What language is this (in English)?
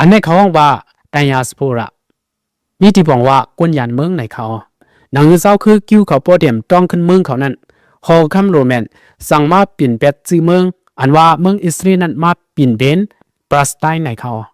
Shan